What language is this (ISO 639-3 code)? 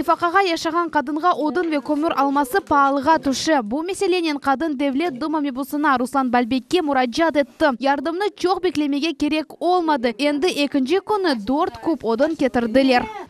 crh